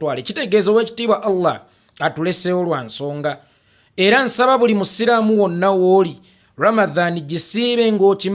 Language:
Ganda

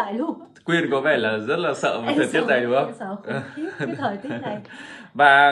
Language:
Vietnamese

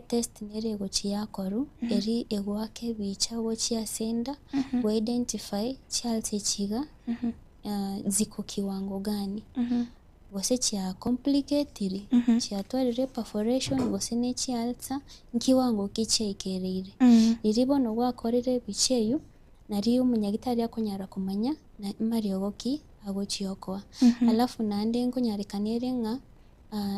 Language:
Gusii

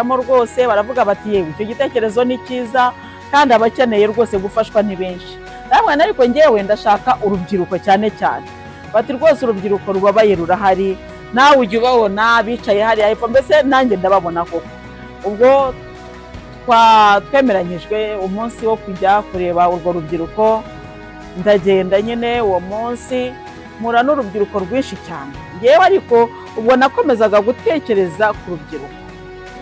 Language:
Kinyarwanda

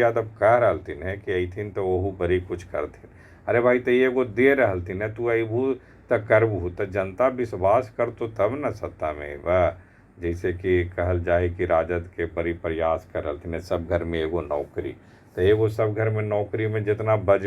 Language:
Magahi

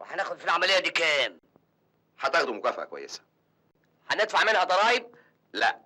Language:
Egyptian Arabic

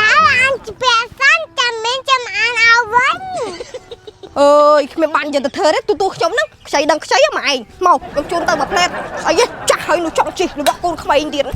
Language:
Khmer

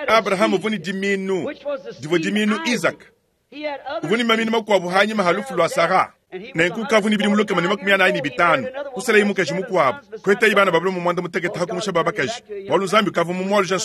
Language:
Luba-Lulua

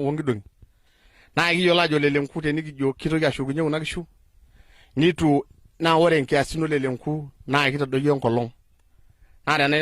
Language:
Masai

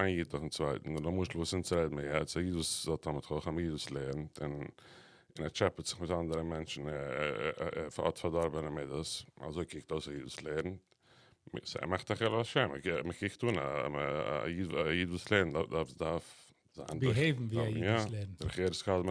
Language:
Yiddish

